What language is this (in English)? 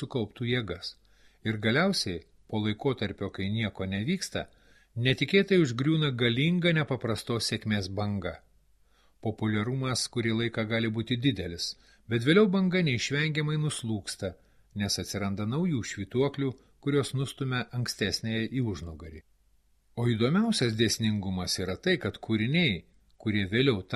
Lithuanian